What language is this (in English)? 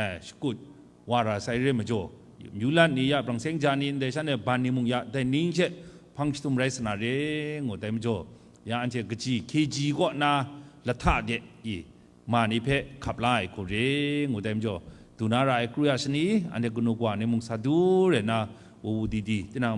Kachin